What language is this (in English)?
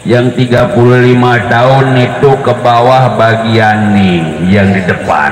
Betawi